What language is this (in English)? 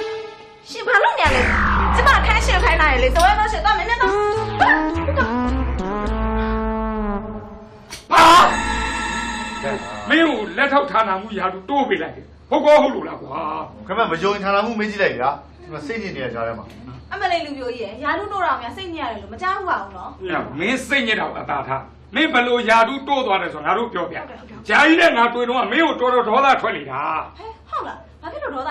Burmese